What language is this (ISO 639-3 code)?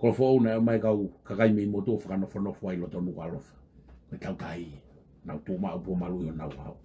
ton